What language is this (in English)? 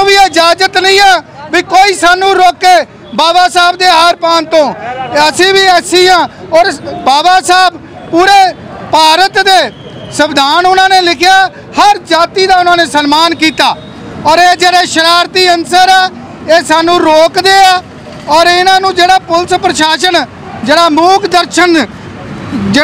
Punjabi